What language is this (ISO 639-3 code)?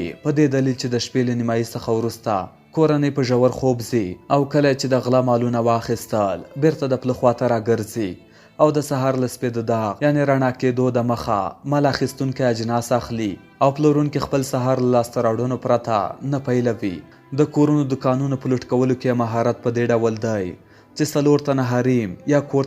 pus